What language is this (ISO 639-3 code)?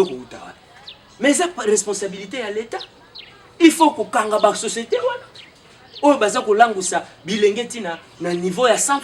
lin